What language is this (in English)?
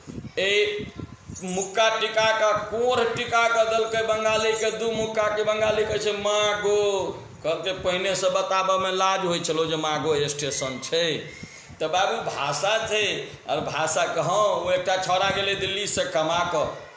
Maithili